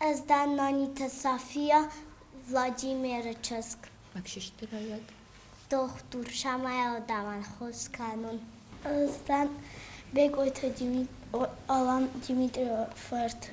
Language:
Ossetic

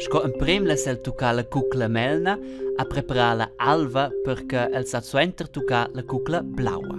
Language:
Romansh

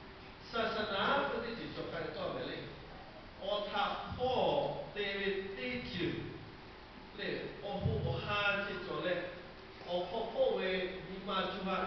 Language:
Lahu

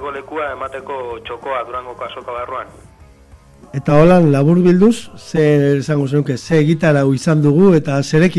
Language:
Basque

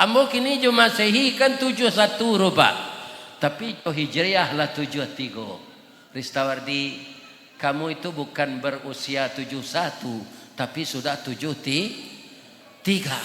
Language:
Minangkabau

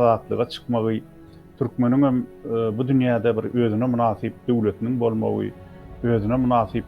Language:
Turkmen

